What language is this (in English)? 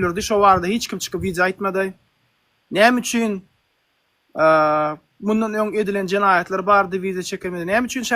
Turkmen